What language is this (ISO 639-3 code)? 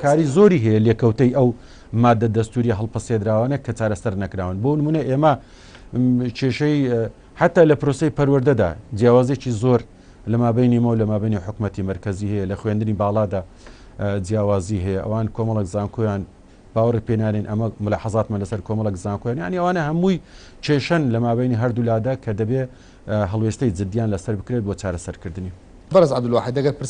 ckb